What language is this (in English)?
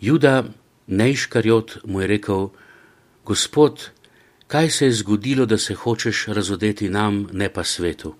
Slovenian